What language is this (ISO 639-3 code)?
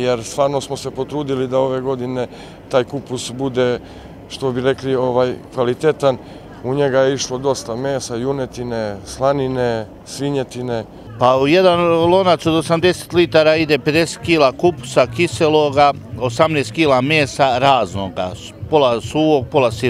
srp